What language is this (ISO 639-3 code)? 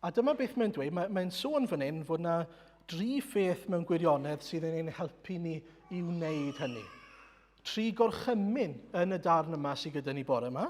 cym